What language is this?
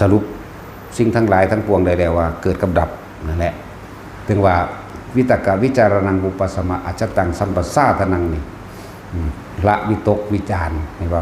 Northeastern Thai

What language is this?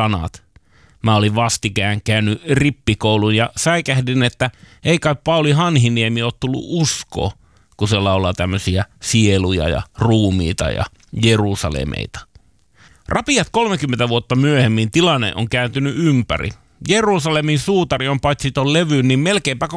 Finnish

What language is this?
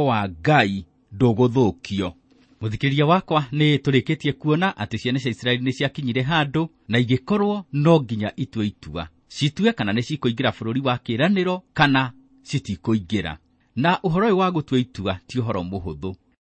Kikuyu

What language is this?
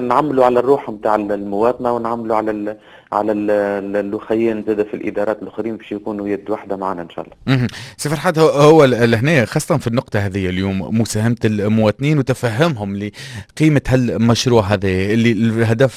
Tunisian Arabic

